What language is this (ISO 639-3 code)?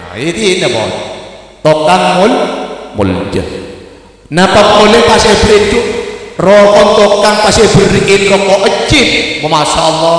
mad